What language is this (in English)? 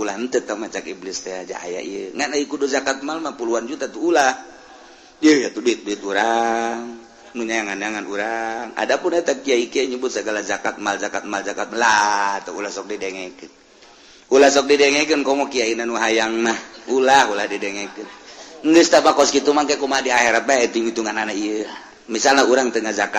Sundanese